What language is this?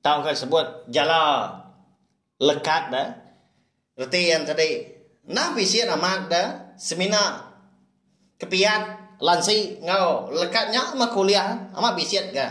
Iban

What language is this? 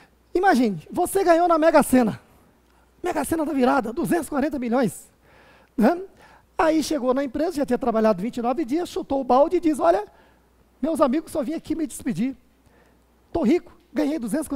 Portuguese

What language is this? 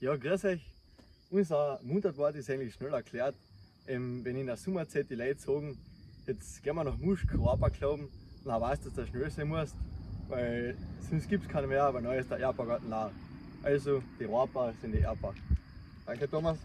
Bavarian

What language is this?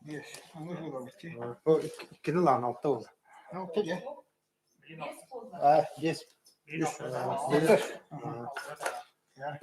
Yakut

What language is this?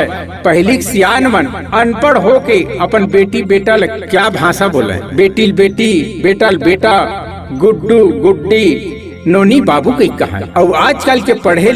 Chhattisgarhi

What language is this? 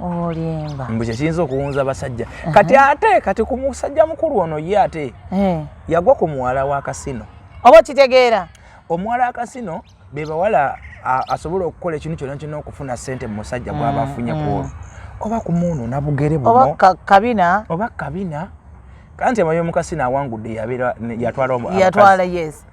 Ganda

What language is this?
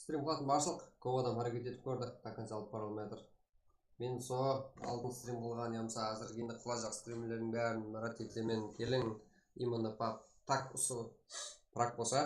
Kara-Kalpak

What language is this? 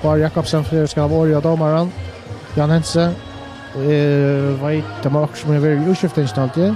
Faroese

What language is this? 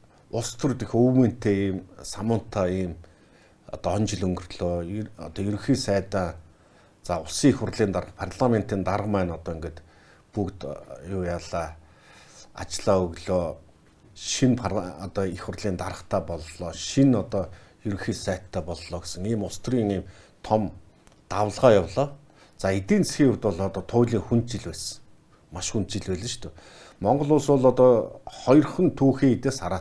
Mongolian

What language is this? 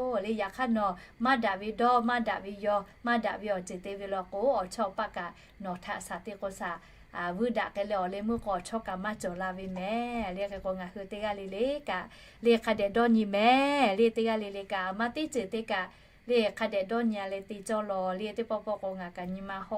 Lahu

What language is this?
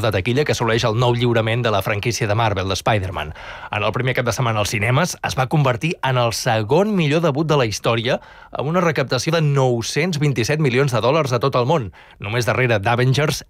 Catalan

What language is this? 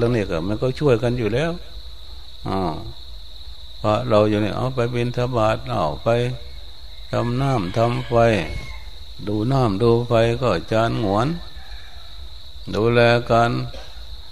Thai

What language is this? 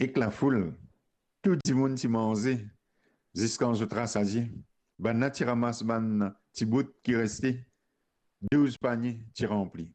Morisyen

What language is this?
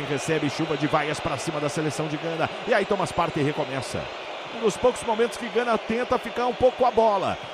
Portuguese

